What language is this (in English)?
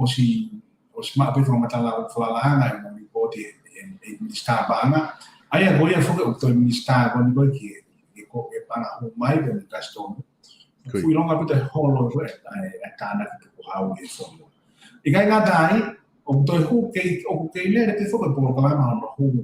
Tongan